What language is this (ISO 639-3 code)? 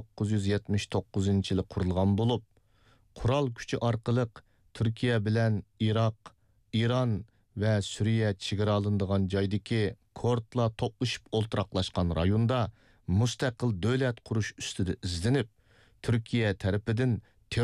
uig